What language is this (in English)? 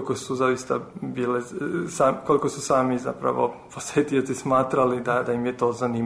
Serbian